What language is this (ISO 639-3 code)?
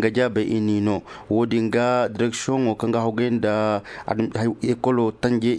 dje